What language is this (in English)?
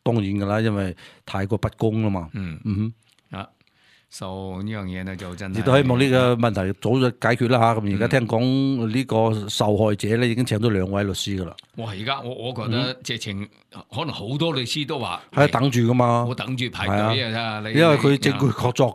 Cantonese